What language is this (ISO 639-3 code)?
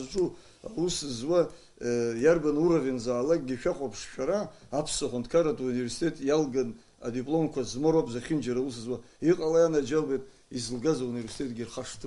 abk